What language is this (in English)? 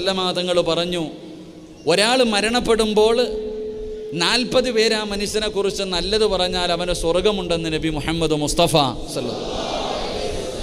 Malayalam